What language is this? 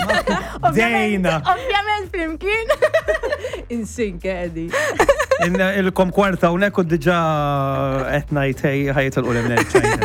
Maltese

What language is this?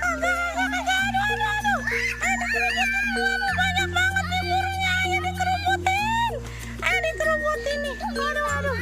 Betawi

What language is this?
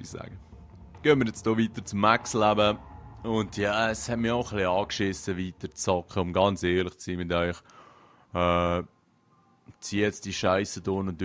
Swiss German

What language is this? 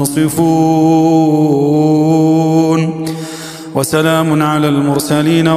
Arabic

